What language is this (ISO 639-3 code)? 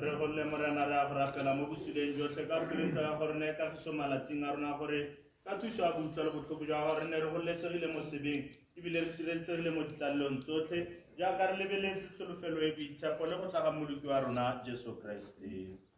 tsn